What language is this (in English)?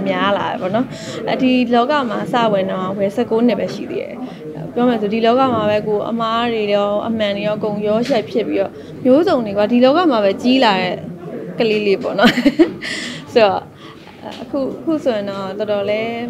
Burmese